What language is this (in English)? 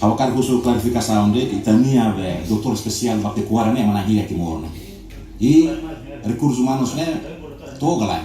Tetum